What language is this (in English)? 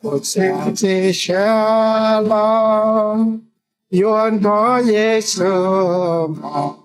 Hmong